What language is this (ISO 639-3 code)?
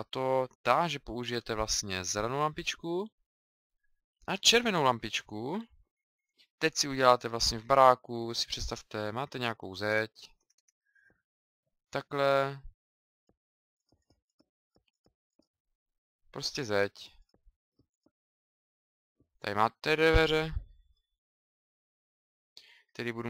ces